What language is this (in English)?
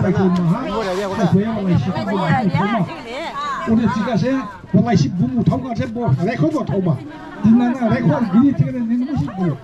Dimasa